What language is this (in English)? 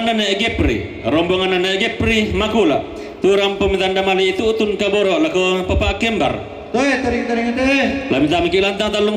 Toraja-Sa'dan